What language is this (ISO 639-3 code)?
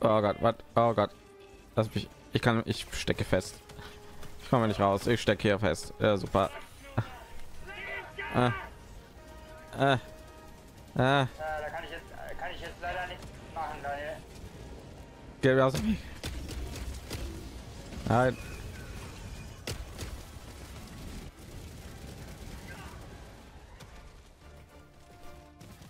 deu